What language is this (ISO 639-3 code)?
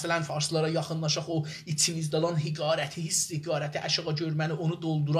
azb